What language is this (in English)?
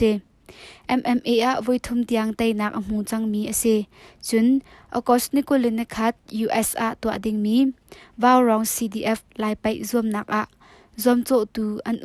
Hakha Chin